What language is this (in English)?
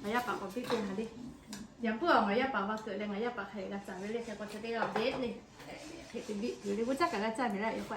Lahu